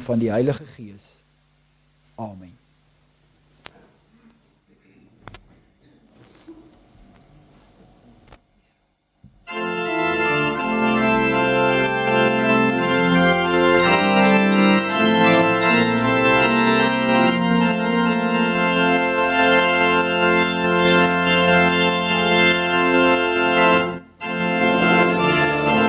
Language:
Afrikaans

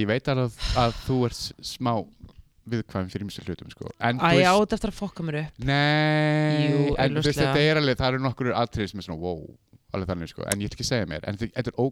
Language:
Icelandic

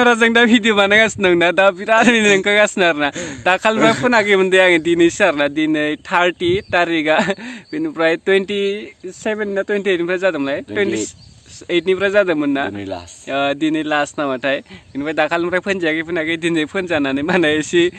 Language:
Bodo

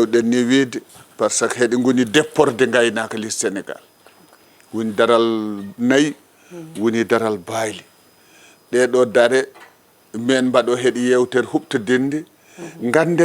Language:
Fula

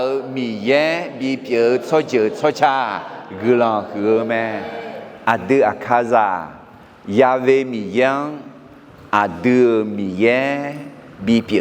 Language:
Akha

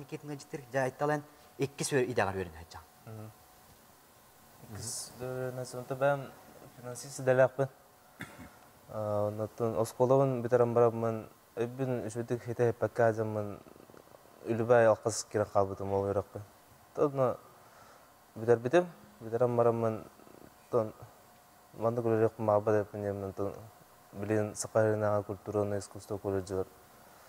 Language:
Yakut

